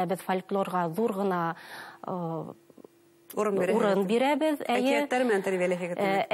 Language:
Bashkir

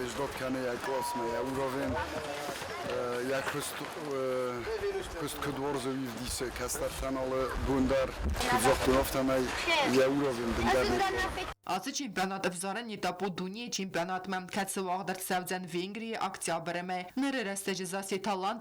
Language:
Ossetic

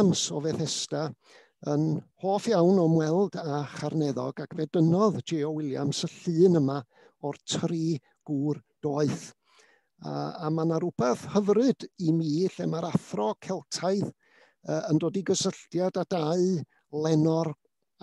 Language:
Welsh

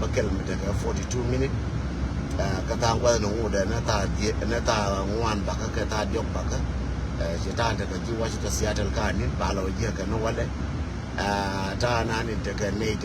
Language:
Nuer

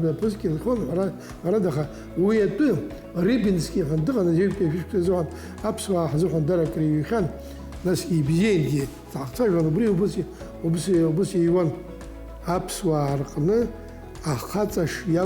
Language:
Abkhazian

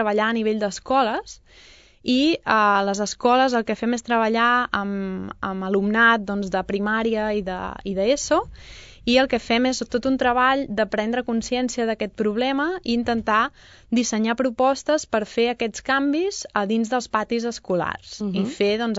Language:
Catalan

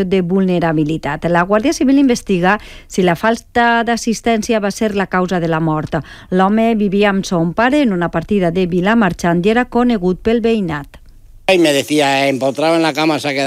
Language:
Catalan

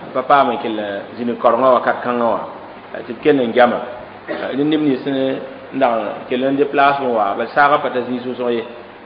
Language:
Mossi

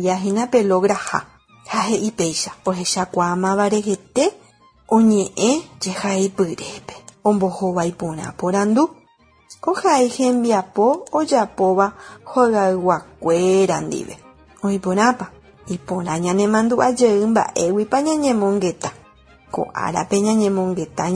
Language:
Guarani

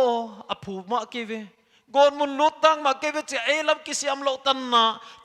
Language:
Paite Chin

